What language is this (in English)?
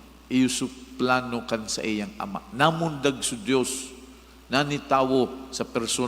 Bikol